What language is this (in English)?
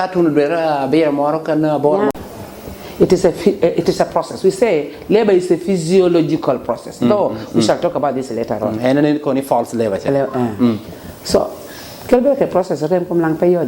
Lango (Uganda)